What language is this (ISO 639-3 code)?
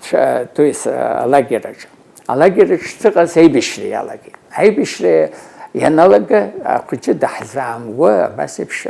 abk